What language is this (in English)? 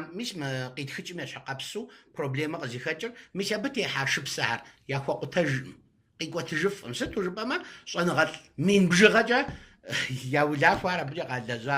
Kabardian